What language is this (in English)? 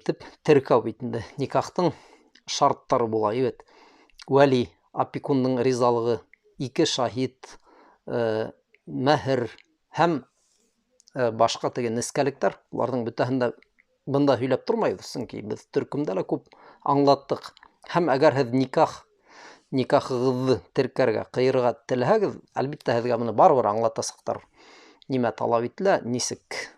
Bashkir